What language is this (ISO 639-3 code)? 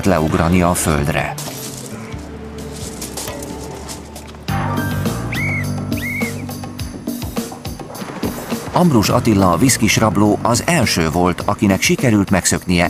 hun